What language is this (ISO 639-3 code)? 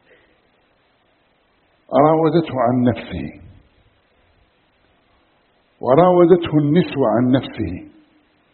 ara